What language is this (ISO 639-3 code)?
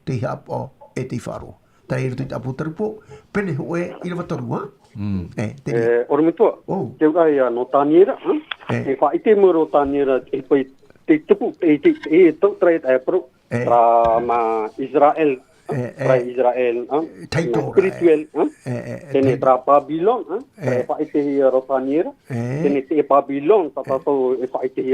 tah